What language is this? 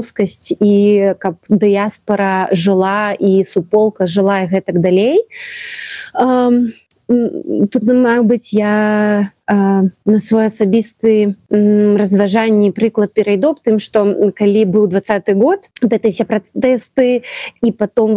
Belarusian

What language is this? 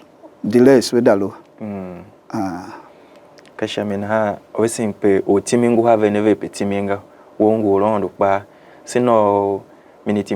Tiv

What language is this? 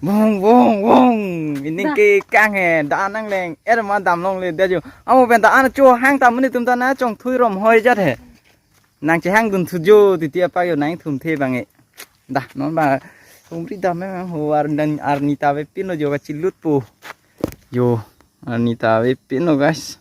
Karbi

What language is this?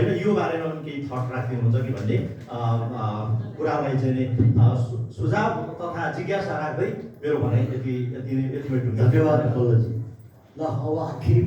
Nepali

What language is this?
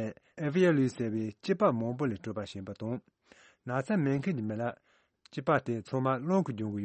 Tibetan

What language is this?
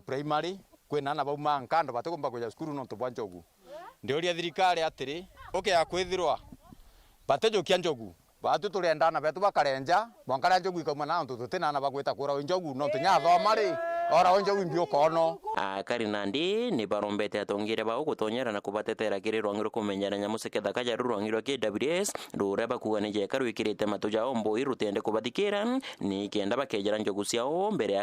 Meru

